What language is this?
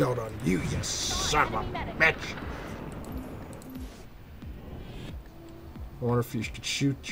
English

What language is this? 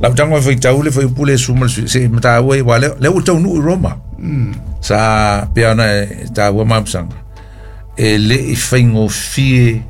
Samoan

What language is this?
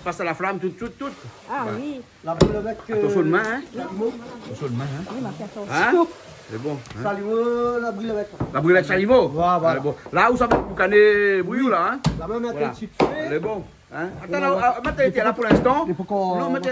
Réunion Creole French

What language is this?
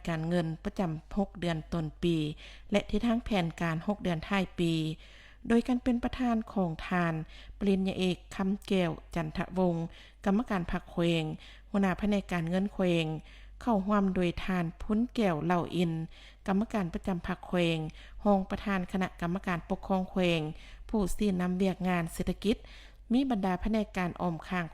Lao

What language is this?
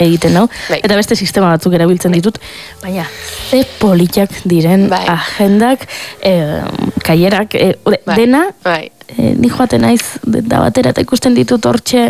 Basque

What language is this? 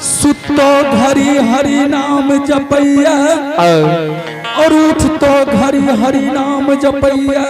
Angika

